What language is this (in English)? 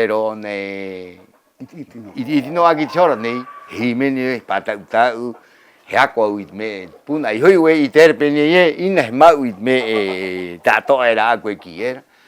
Rapanui